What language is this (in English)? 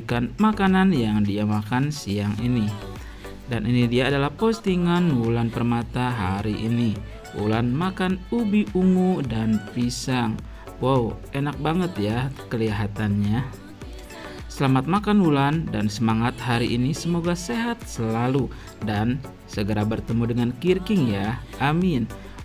Indonesian